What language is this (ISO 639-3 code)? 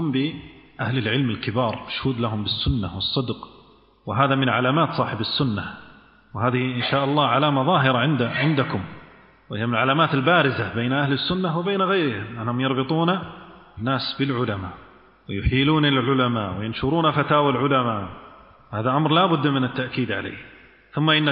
ara